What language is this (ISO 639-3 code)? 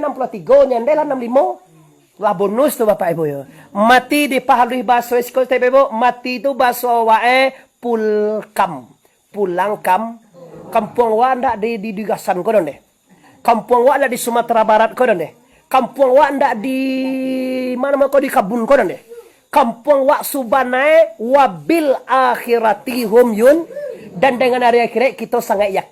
min